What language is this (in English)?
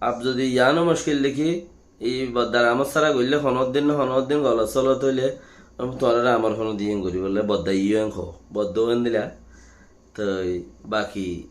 Rohingya